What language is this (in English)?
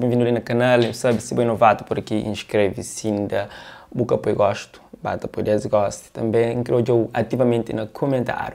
Kabuverdianu